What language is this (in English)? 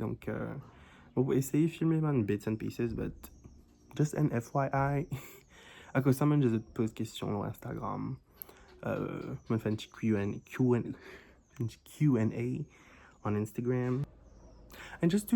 Morisyen